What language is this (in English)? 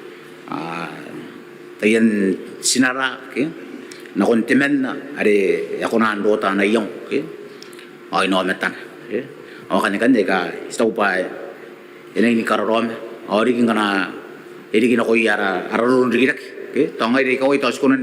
Gilbertese